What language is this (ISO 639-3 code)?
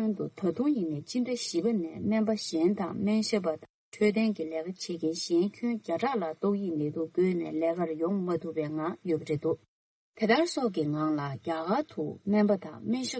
bod